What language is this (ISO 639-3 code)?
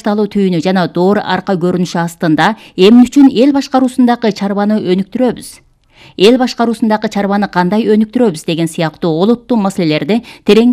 kir